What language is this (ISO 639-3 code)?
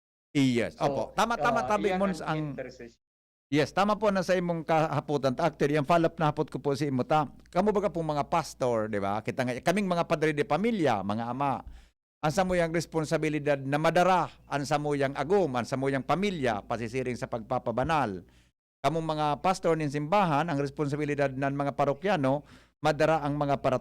bik